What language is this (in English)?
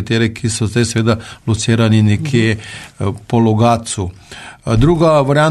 Slovenian